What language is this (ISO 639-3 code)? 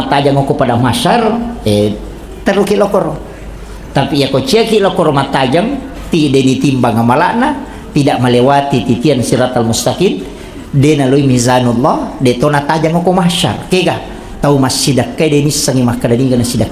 bug